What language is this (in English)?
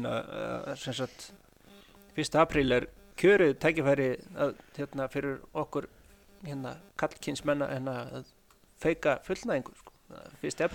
Icelandic